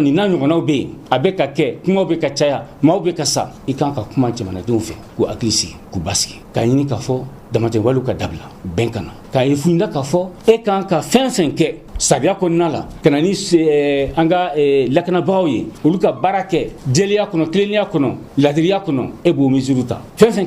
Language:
Bambara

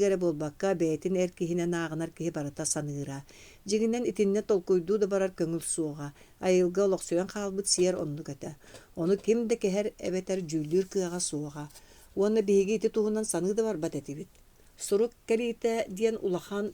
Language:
Yakut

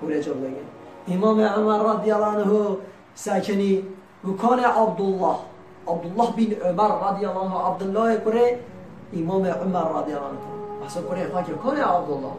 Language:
Kurdish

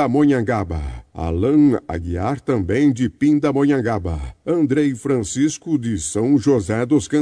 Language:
Portuguese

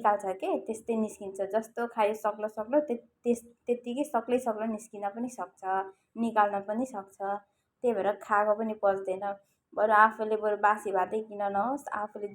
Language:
Nepali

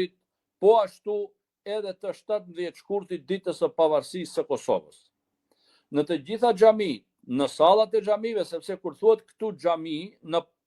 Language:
Albanian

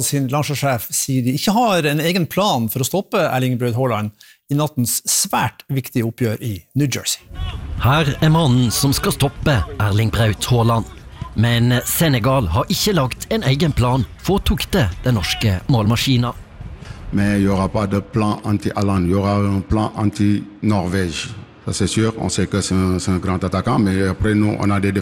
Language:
Norwegian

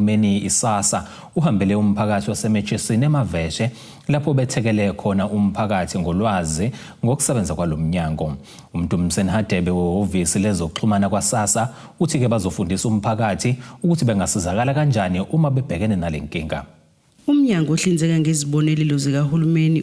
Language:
Zulu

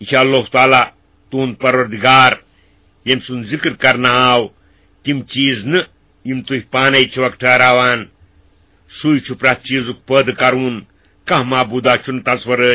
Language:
Kashmiri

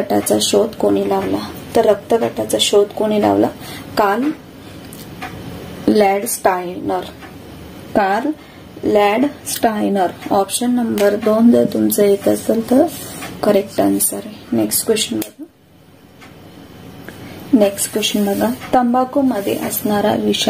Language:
Marathi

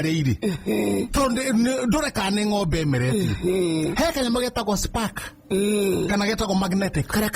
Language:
Kikuyu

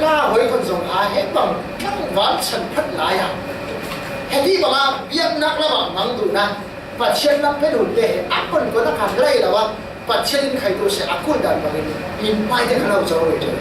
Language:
Falam Chin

